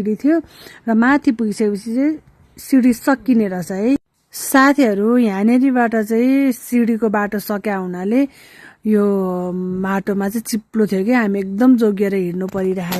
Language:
Nepali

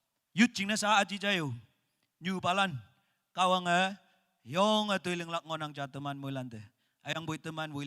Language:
Naga Pidgin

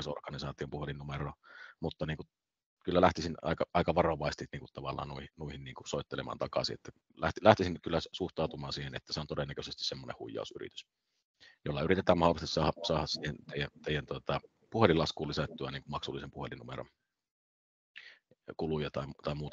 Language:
Finnish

